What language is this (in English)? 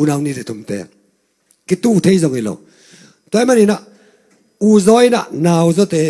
Tedim Chin